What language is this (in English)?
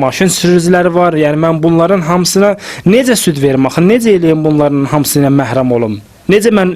Azerbaijani